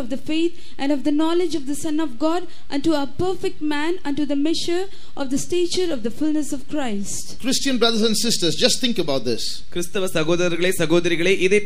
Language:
Tamil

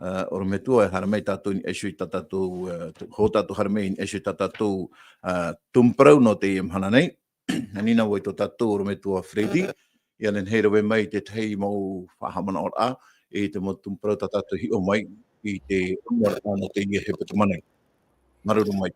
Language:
Tahitian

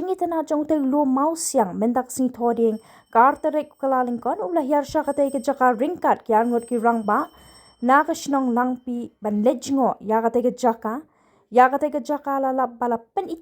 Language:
Khasi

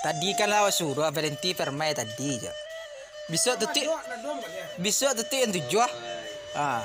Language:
Minangkabau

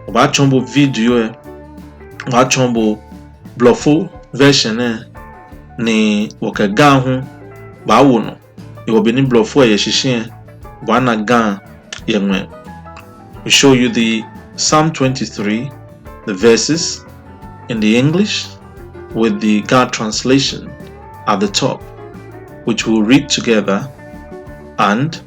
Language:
Ga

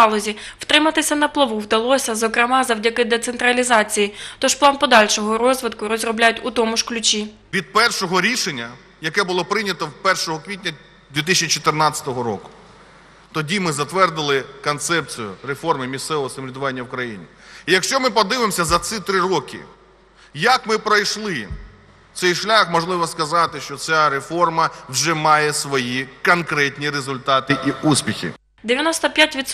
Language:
Ukrainian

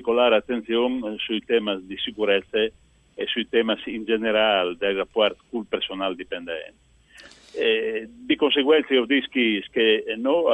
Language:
Friulian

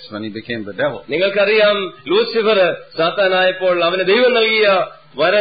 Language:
Malayalam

